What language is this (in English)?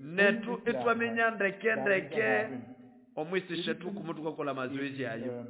Nande